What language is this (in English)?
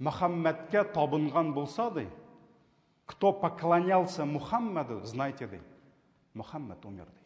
Tatar